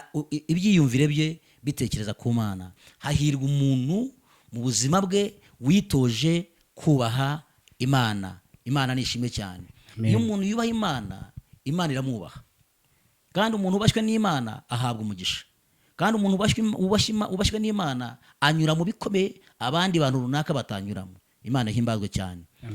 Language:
Kinyarwanda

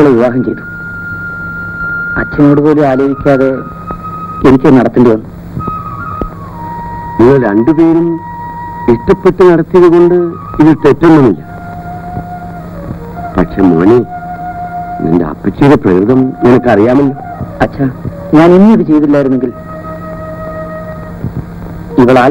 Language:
Malayalam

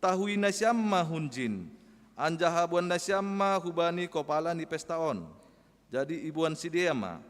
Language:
Batak Simalungun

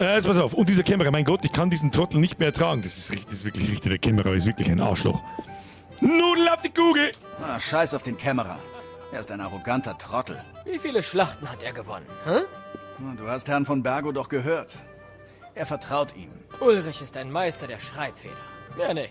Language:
Bavarian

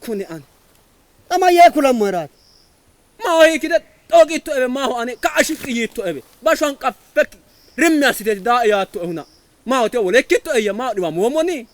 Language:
Sidamo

